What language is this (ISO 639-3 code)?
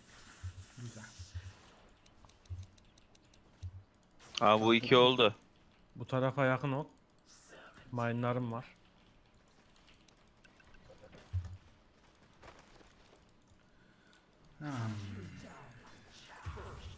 tur